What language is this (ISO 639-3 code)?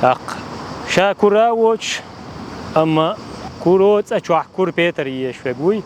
che